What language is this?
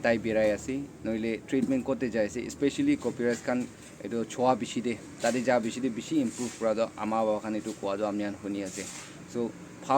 Naga Pidgin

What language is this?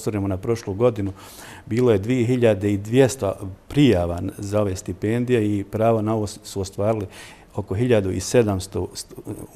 Bosnian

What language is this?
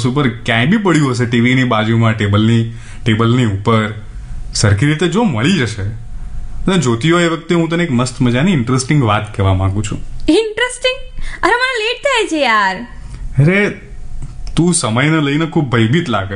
Gujarati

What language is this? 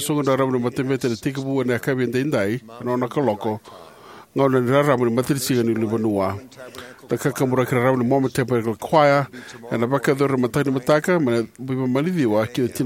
Fijian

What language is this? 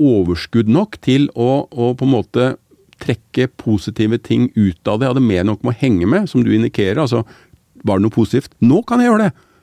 Norwegian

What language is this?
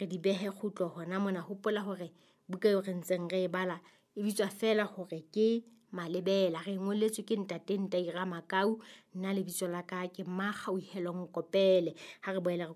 Southern Sotho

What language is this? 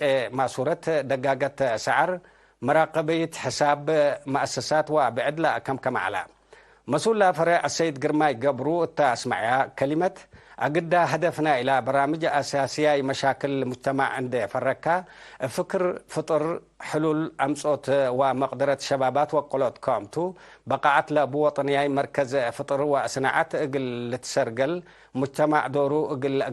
Tigre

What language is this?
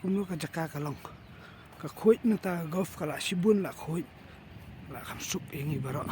Khasi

